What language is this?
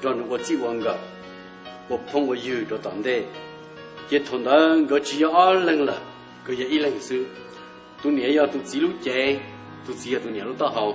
Hmong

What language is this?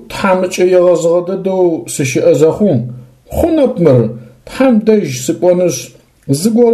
Adyghe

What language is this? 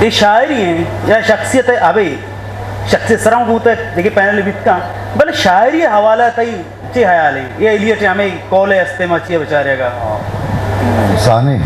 Eastern Balochi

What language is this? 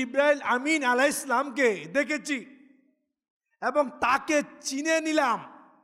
Bangla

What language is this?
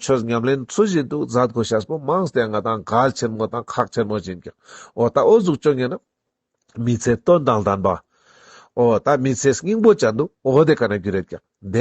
Ladakhi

